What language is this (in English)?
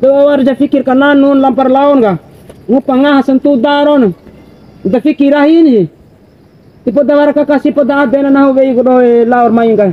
Bima